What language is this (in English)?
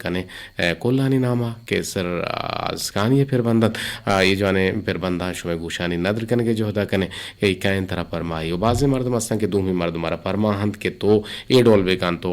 Eastern Balochi